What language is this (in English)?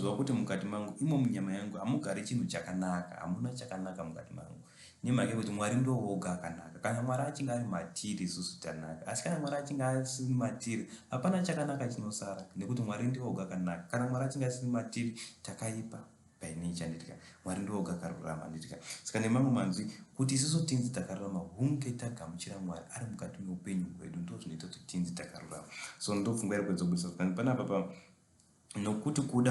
Shona